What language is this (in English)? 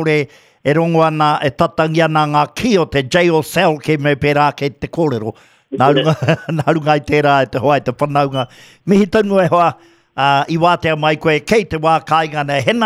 Māori